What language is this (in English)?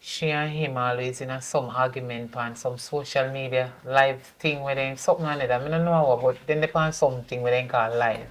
Jamaican Creole English